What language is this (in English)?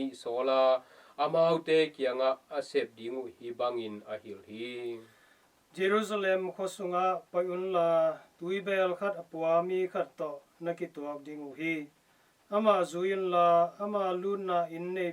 Tedim Chin